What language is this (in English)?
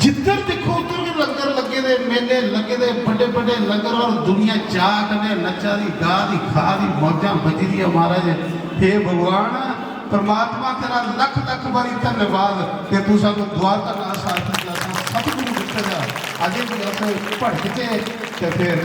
Dogri